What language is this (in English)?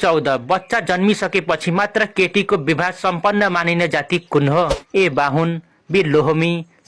Nepali